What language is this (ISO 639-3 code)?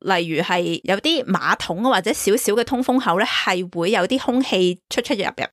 yue